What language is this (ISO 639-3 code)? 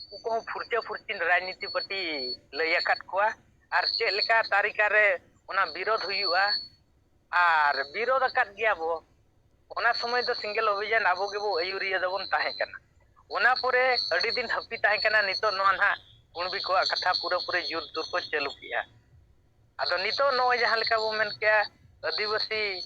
sat